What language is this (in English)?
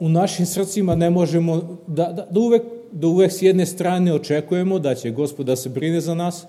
Serbian